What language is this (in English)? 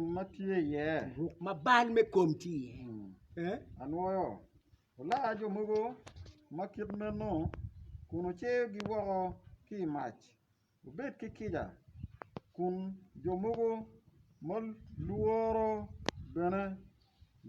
Acoli